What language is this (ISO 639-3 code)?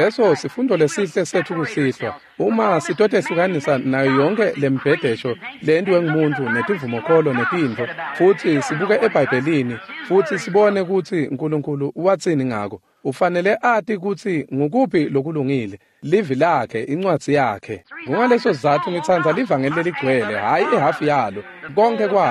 ssw